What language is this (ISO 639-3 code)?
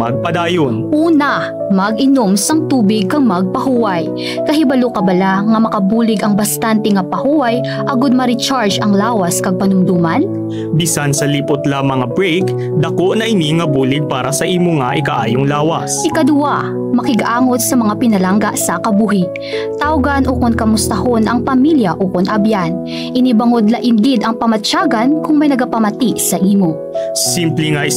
hil